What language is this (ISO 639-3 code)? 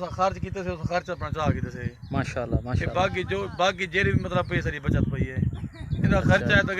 skr